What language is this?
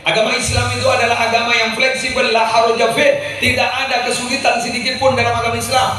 Madurese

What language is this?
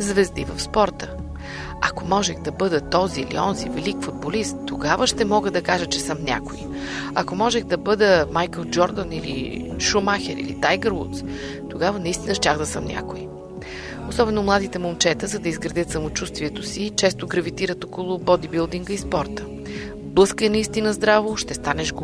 Bulgarian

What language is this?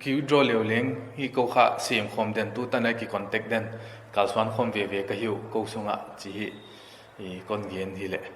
Paite Chin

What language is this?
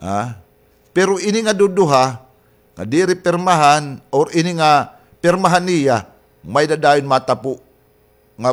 Waray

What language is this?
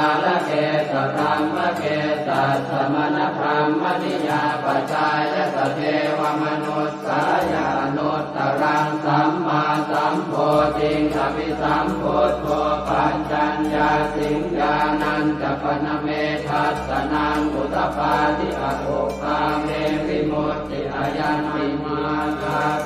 Pali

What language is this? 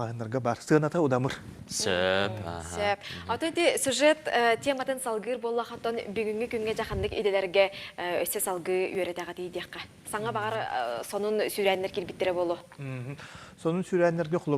Yakut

